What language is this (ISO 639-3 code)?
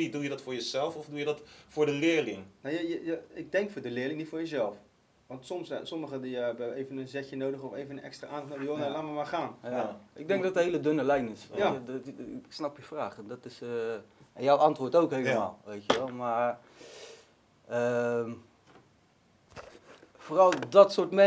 nld